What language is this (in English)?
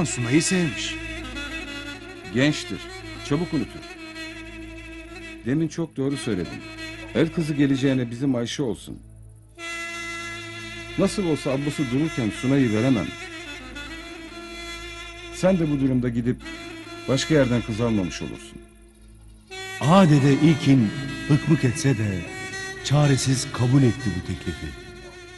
Turkish